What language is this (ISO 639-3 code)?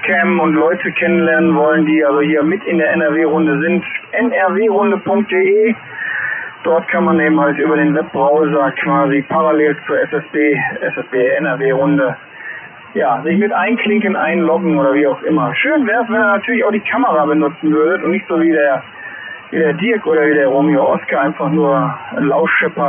deu